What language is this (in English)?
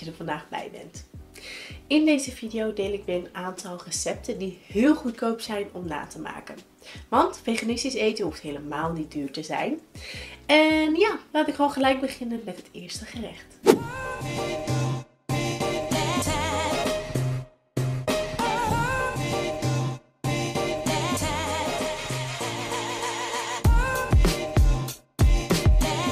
Dutch